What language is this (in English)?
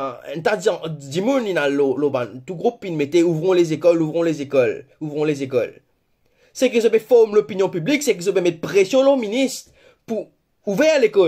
Morisyen